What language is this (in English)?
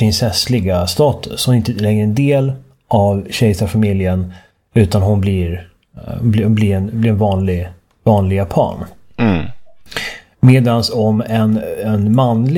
Swedish